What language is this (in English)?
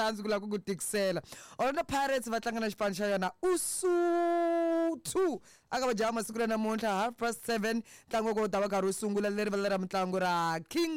Tsonga